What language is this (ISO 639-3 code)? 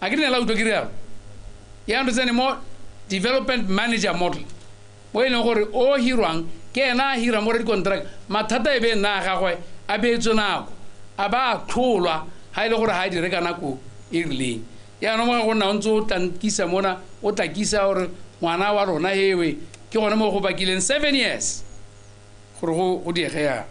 tsn